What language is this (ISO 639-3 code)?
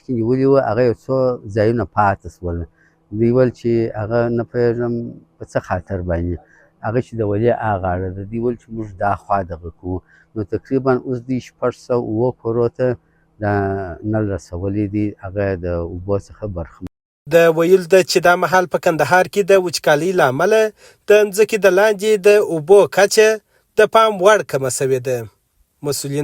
pus